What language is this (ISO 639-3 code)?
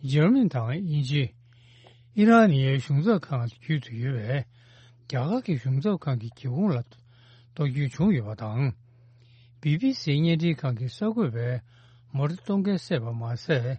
bod